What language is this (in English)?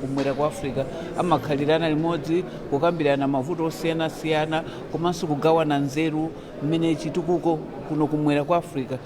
Nyanja